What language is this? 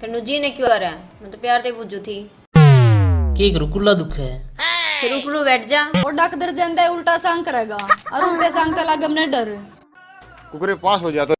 Haryanvi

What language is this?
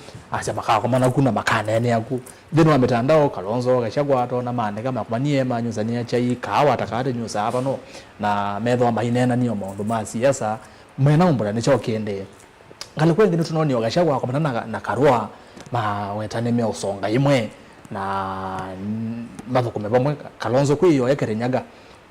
Kamba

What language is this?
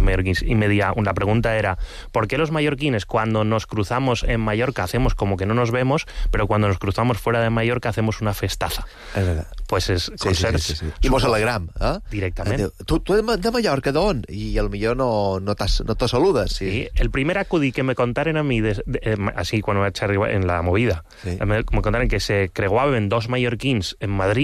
Catalan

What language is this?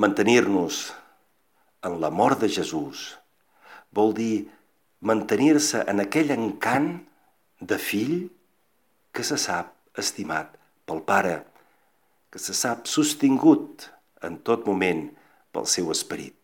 Catalan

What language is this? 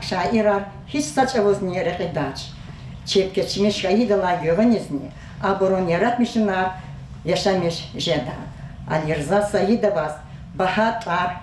Lezghian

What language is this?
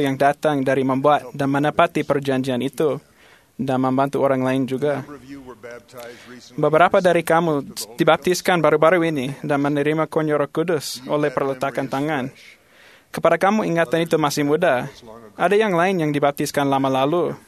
Malay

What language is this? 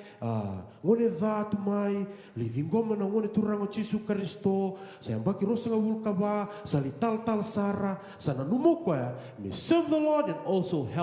Fijian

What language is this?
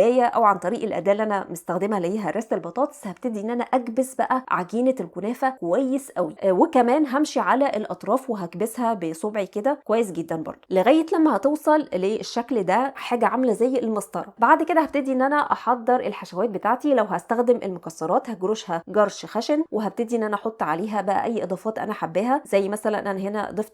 Egyptian Arabic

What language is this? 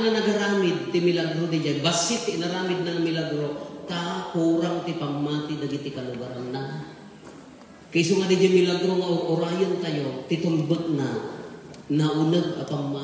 Iloko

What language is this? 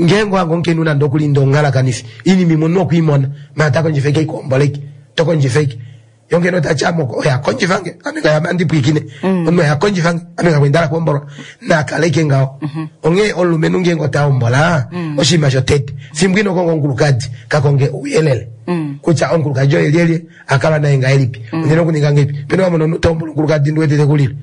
Kuanyama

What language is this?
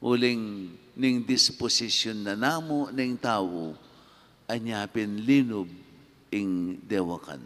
Pampanga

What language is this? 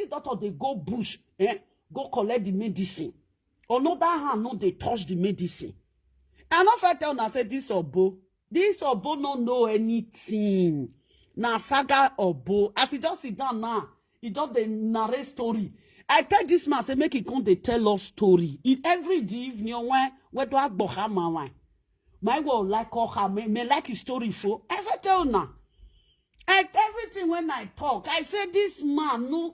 Nigerian Pidgin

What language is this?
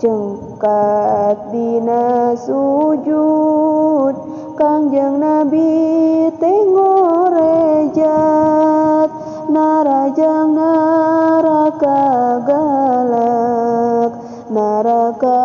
Sundanese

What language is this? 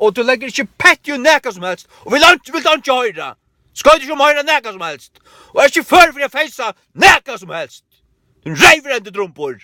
Faroese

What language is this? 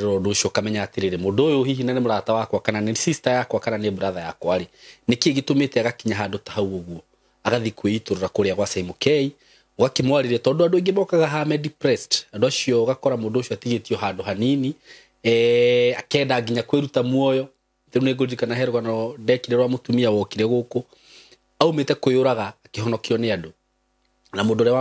Kikuyu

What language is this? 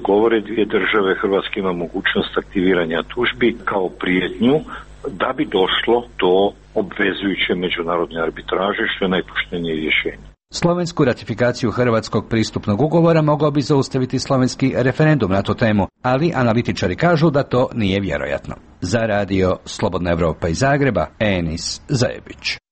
Croatian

